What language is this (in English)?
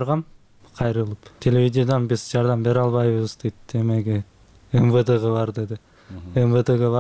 Kyrgyz